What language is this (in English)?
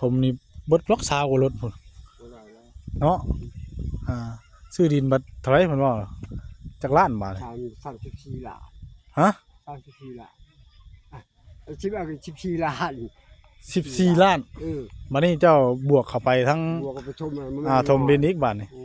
Northeastern Thai